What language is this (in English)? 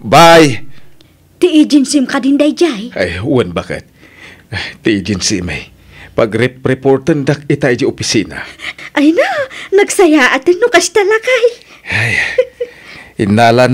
Iloko